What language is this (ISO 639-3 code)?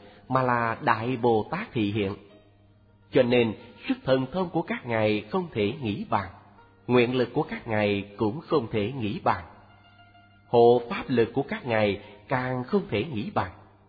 vie